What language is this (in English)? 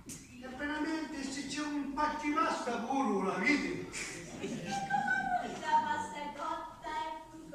Sicilian